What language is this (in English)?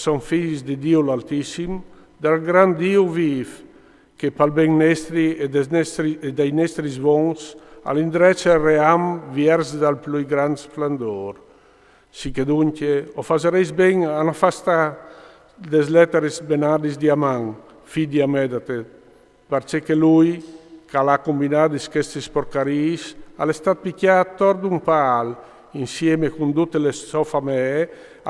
Friulian